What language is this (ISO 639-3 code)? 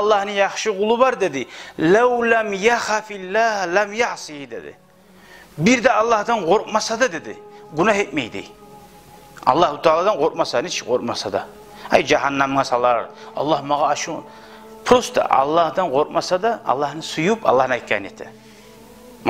kum